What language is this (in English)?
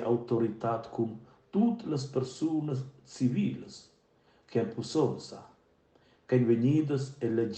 Romansh